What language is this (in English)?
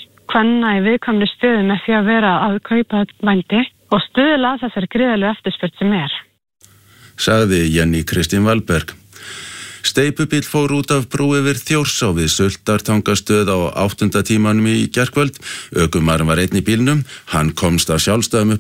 Icelandic